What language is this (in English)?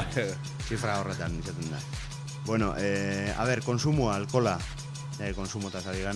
Basque